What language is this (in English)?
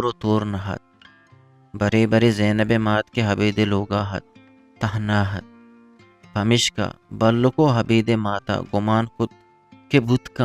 Eastern Balochi